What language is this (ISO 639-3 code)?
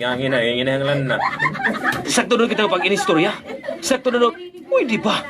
war